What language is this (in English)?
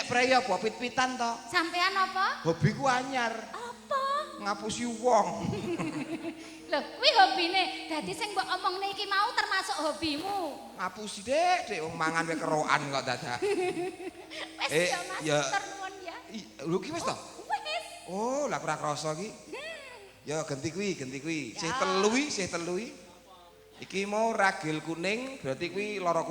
Javanese